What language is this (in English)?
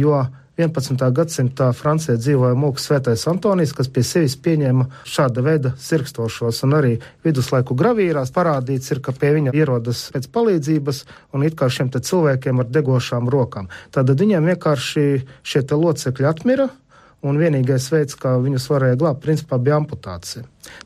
Latvian